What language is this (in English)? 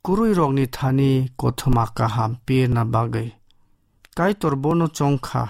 Kok Borok